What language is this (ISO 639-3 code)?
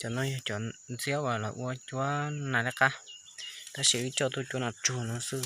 hmn